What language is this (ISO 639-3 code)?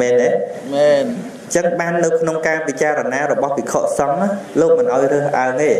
khm